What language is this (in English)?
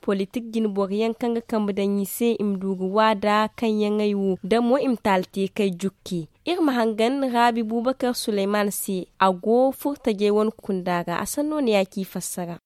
Zarma